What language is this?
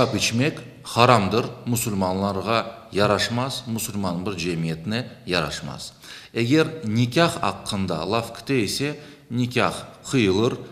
Crimean Tatar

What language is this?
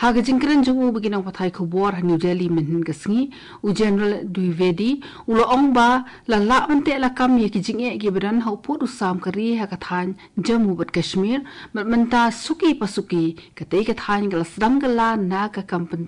Khasi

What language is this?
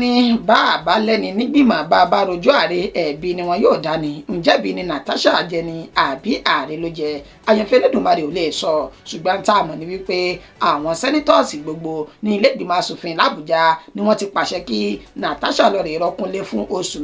Yoruba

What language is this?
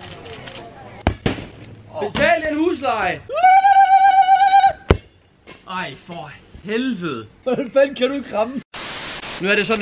Danish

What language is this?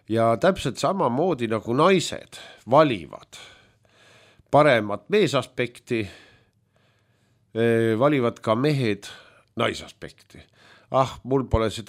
Estonian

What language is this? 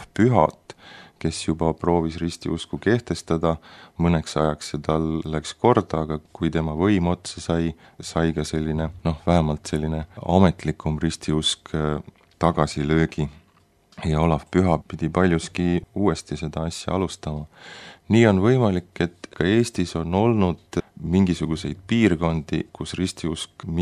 Estonian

